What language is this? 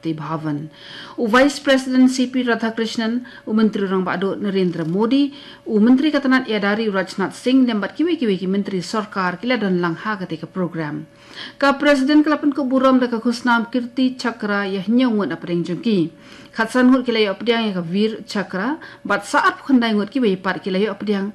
Khasi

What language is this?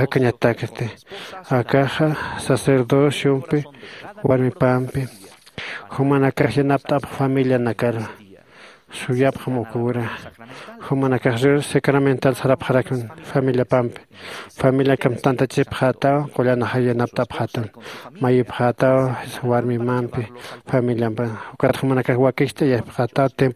Aymara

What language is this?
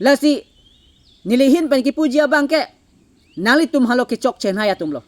Karbi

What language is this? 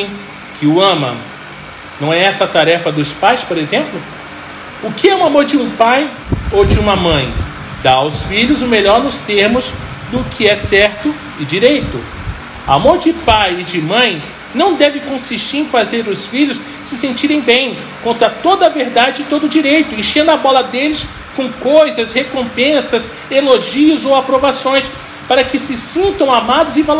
Portuguese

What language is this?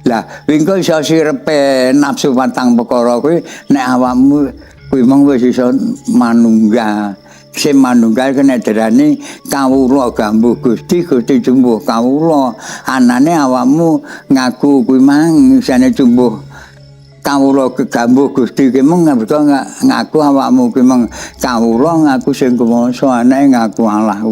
Javanese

